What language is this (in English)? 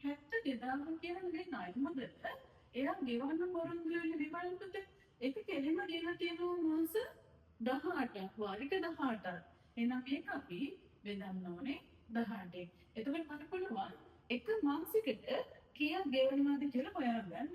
Sinhala